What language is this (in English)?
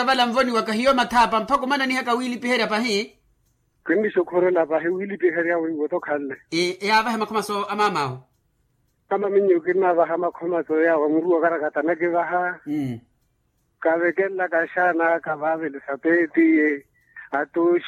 Makhuwa